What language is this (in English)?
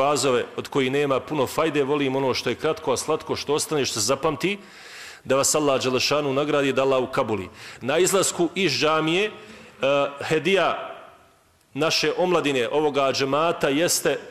Bosnian